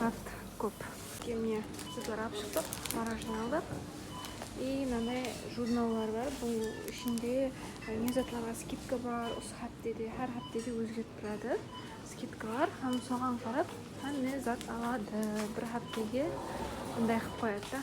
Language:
Kara-Kalpak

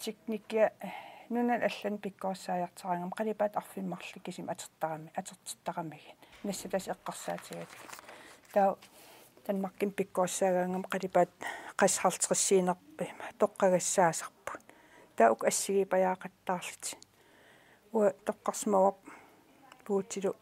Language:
Kalaallisut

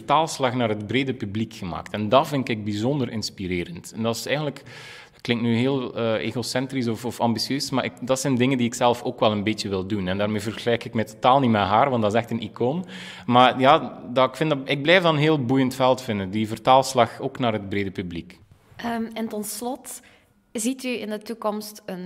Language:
Dutch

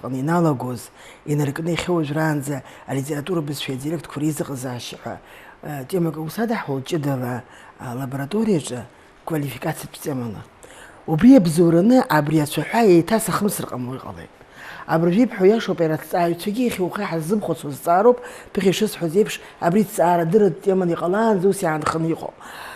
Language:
Abkhazian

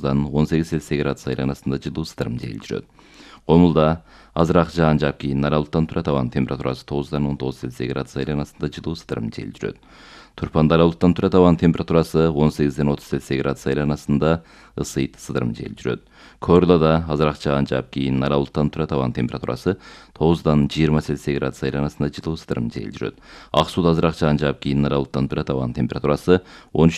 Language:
Kyrgyz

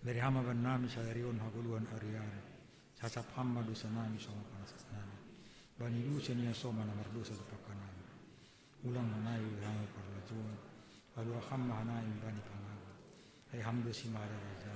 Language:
Batak Simalungun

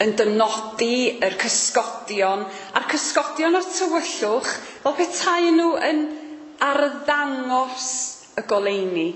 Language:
Welsh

